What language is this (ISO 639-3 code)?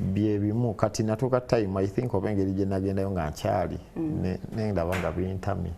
lug